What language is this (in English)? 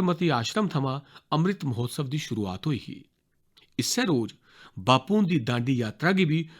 Dogri